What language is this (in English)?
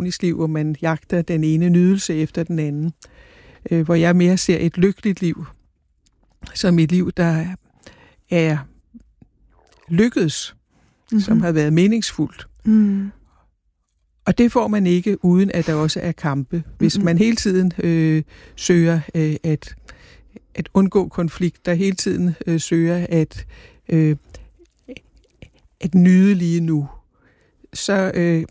Danish